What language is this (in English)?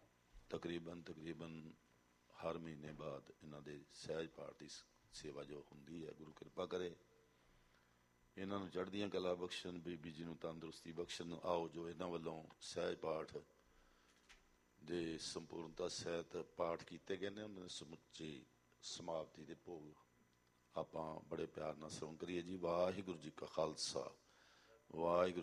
Punjabi